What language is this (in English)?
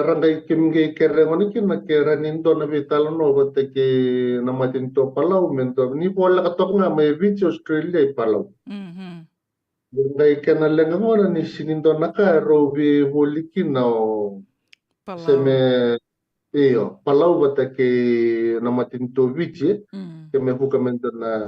Fijian